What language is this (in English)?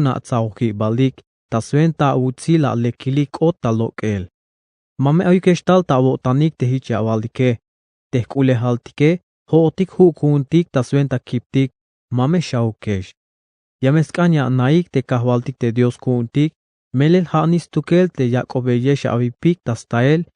Tzeltal